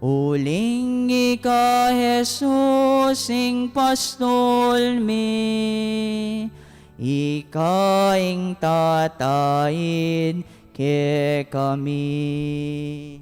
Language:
Pampanga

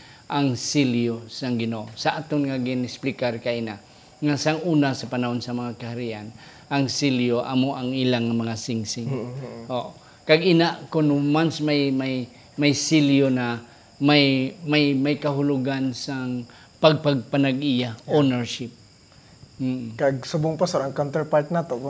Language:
Hiligaynon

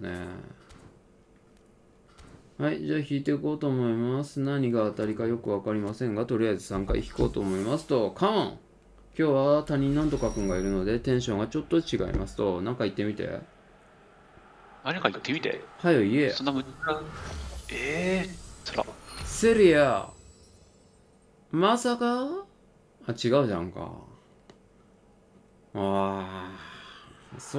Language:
Japanese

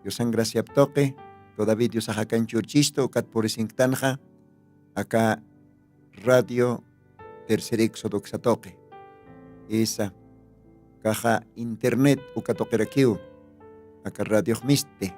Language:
Aymara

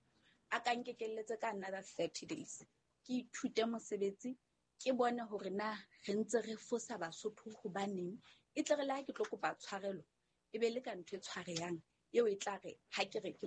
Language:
Southern Sotho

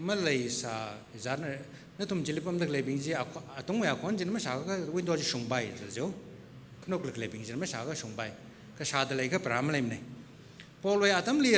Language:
Tangkhul Naga (India)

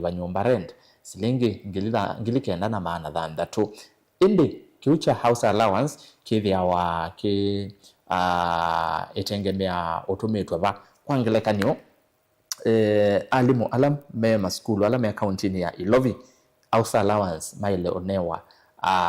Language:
Kamba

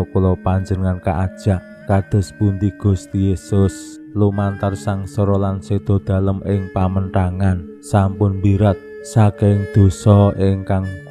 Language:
Javanese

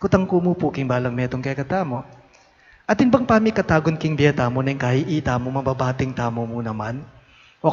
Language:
Pampanga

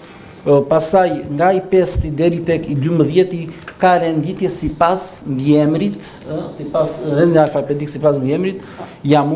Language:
Albanian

